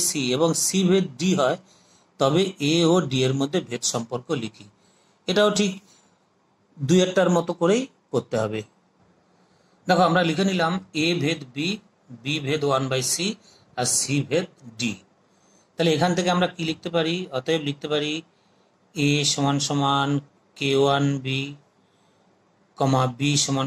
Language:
Bangla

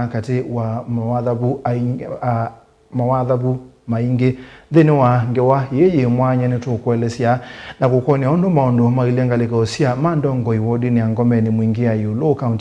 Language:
Kamba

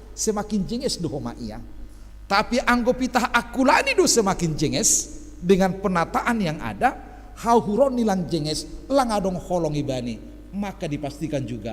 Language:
Batak Simalungun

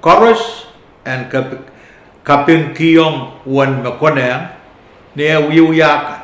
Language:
Pohnpeian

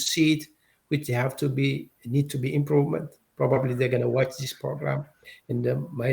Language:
English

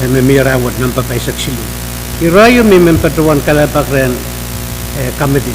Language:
Pohnpeian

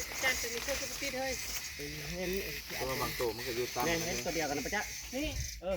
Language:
Northeastern Thai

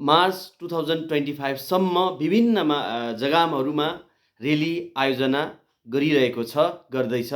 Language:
Nepali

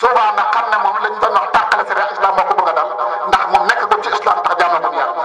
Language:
Wolof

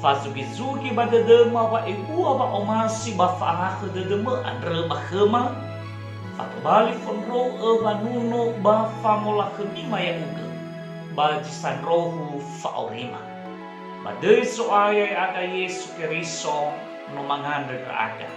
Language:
Nias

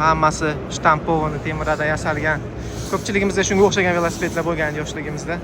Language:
Uzbek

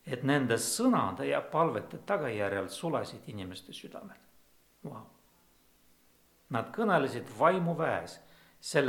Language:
Estonian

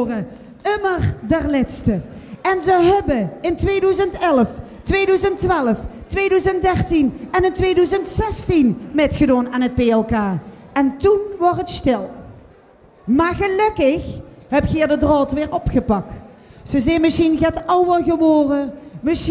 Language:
Limburgish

